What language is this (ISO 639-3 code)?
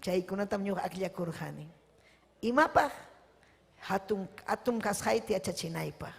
quy